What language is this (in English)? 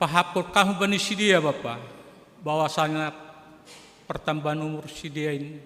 Batak Simalungun